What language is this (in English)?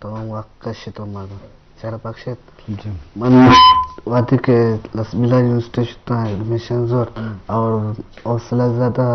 Eastern Balochi